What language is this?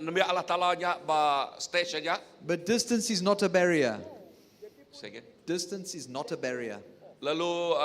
Iban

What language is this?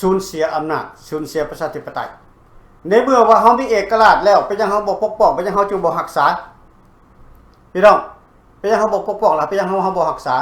Lao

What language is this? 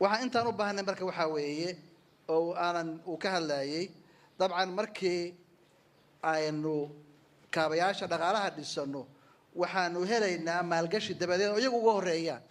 Somali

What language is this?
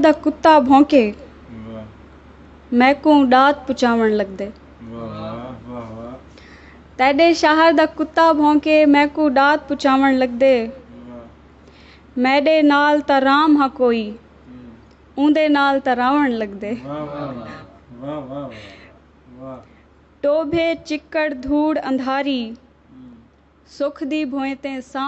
Saraiki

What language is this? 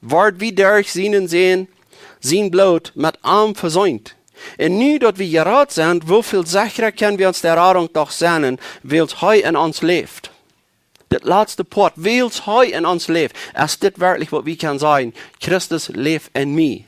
Plautdietsch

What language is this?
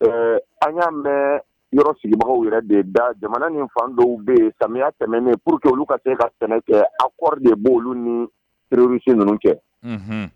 Bambara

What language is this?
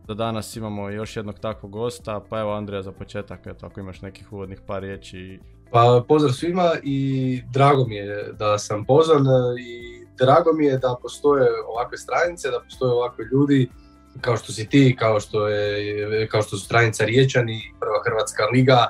Croatian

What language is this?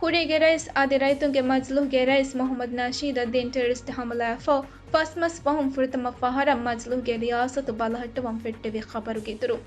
Divehi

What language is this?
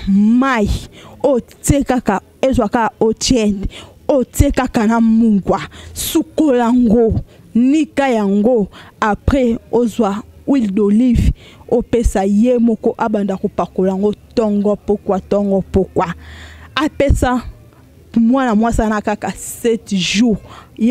Lingala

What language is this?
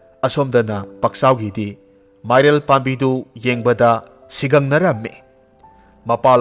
Manipuri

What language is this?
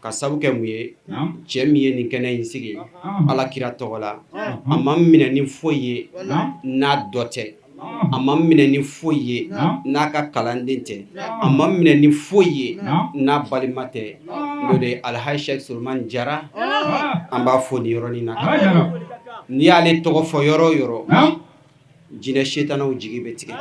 Bambara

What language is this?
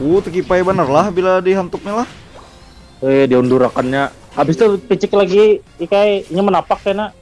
Banjar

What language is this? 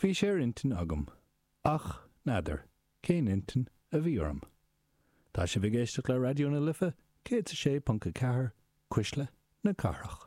Irish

